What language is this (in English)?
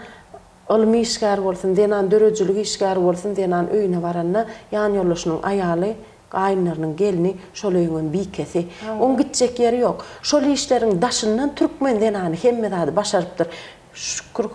Turkmen